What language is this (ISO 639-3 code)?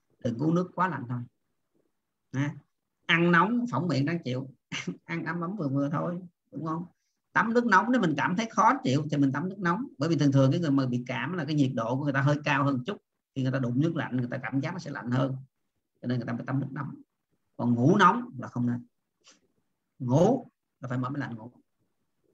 vie